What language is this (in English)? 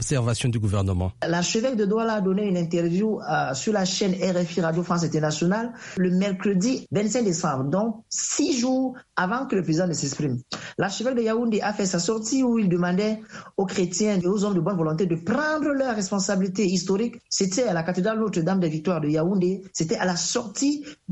French